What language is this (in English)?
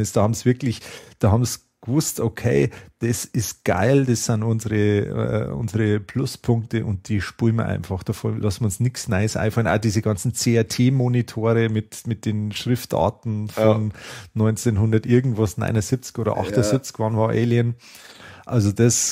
Bavarian